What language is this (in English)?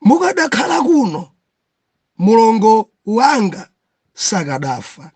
Nyanja